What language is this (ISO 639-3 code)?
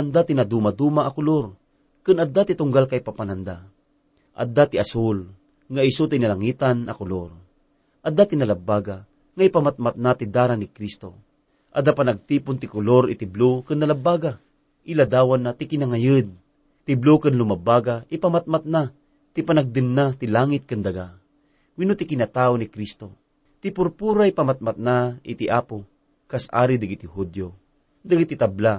ilo